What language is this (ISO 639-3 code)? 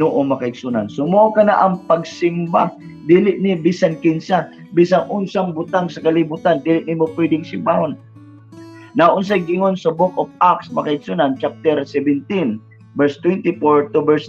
ceb